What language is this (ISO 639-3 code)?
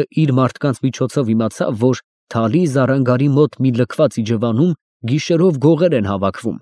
hye